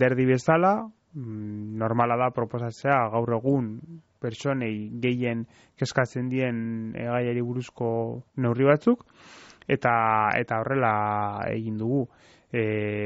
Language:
Basque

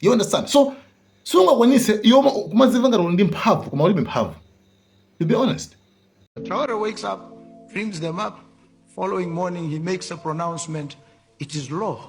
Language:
Nyanja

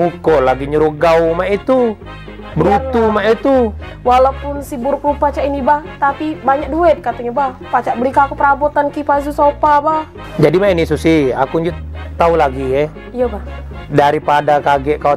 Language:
Musi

